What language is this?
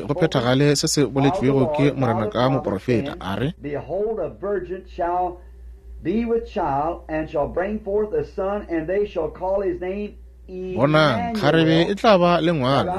Northern Sotho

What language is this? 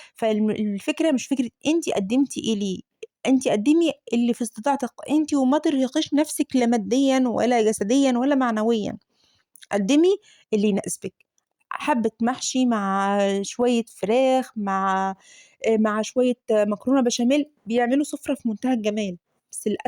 Egyptian Arabic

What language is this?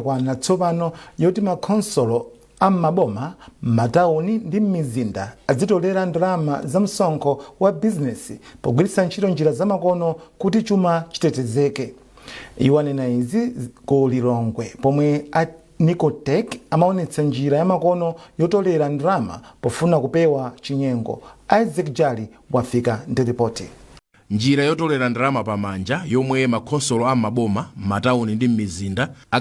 Nyanja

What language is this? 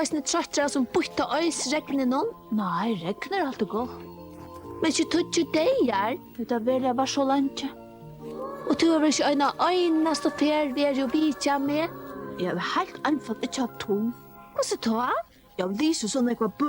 Faroese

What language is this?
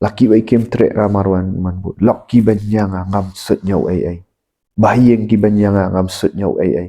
Khasi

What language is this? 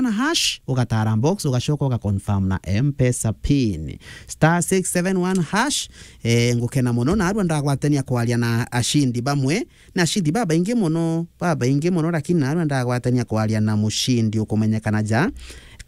Meru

